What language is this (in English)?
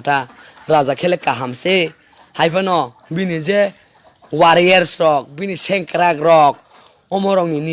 Kok Borok